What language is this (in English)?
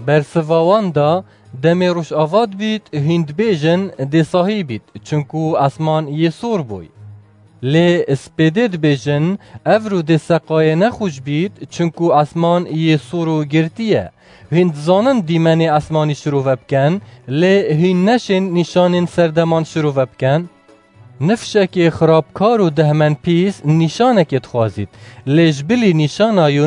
Kurdish